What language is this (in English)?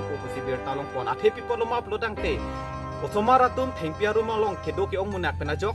Karbi